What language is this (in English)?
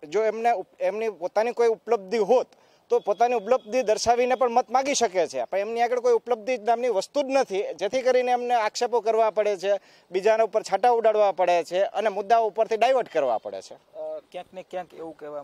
Gujarati